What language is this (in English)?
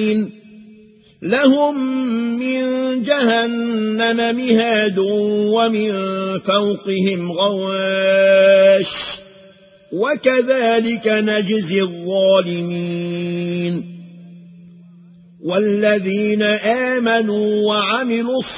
Arabic